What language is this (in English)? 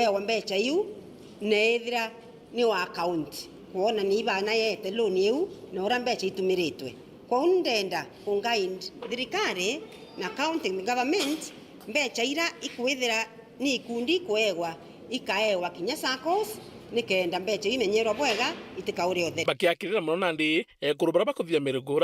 Meru